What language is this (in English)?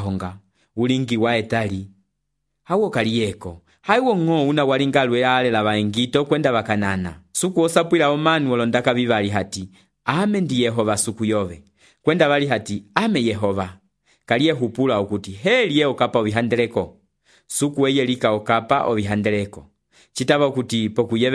Umbundu